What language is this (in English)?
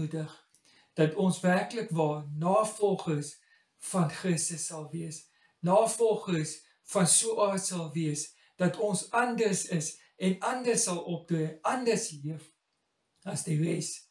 Afrikaans